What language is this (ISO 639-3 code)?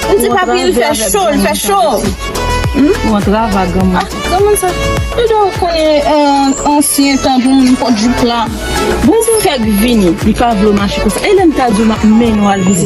hat